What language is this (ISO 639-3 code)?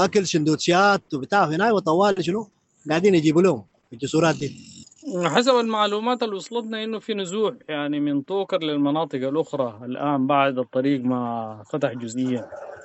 apd